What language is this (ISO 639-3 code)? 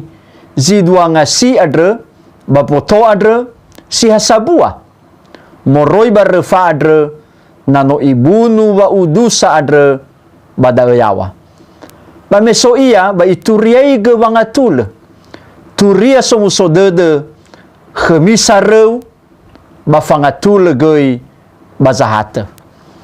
nia